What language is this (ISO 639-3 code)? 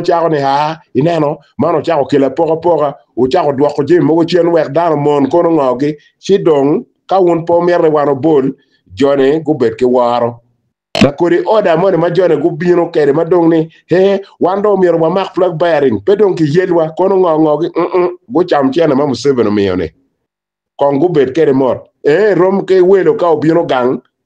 ach